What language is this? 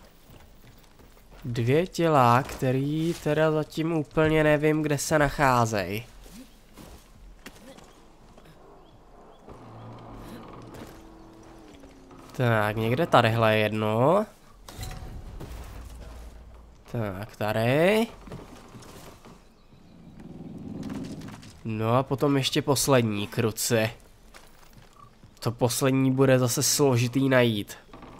Czech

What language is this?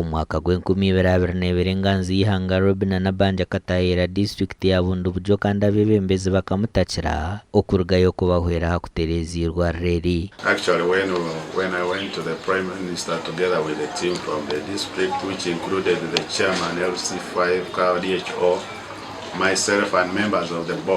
Nyankole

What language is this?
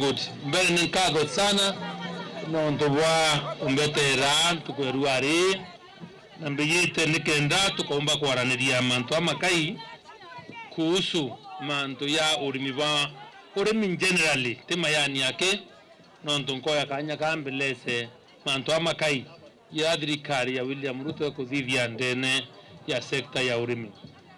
Meru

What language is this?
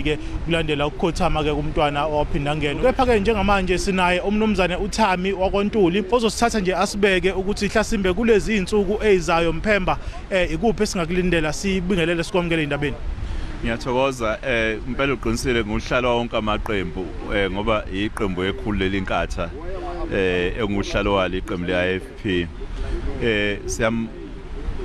Zulu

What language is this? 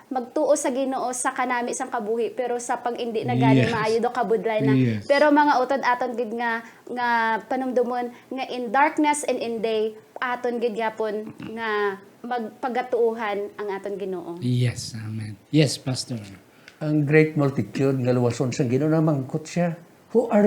Hiligaynon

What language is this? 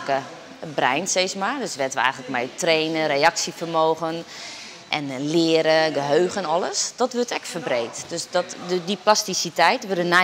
Western Frisian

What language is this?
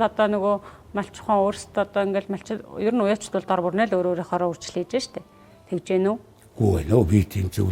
Mongolian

